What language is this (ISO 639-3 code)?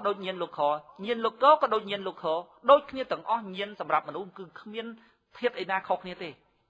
khm